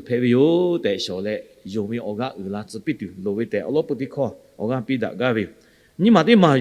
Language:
Lahu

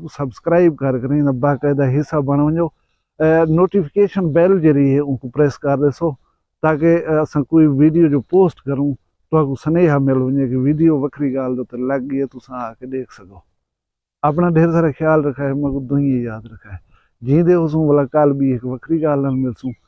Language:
Saraiki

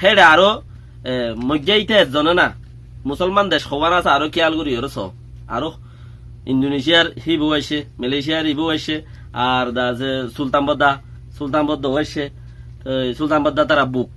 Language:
Rohingya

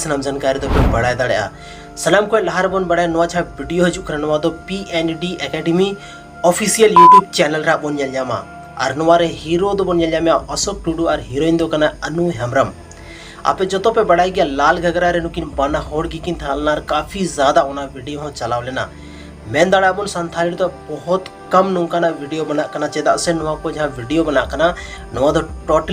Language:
Santali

